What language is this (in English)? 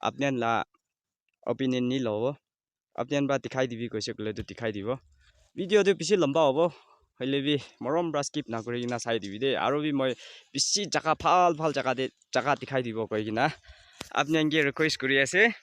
Naga Pidgin